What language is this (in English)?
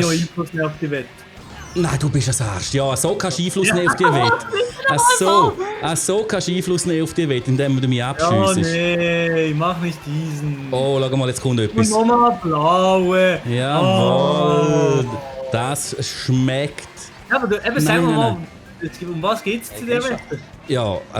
Swiss German